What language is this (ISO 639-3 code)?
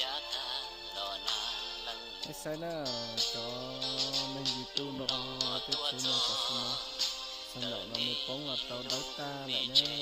hmn